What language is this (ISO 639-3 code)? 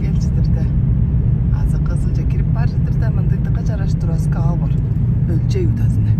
tyv